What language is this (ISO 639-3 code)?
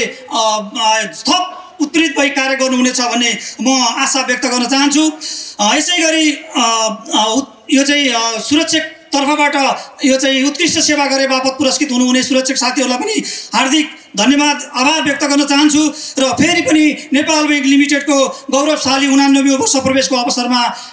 nep